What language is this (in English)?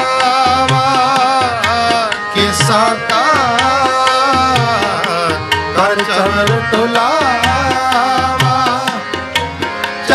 Hindi